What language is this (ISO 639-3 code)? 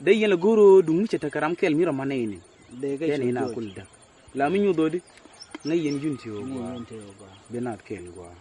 nus